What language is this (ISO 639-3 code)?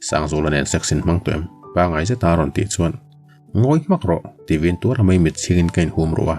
lus